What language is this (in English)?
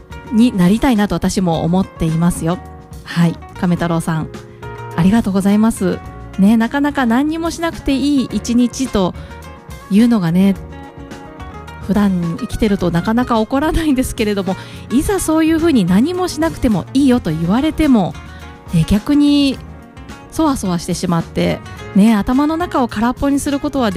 Japanese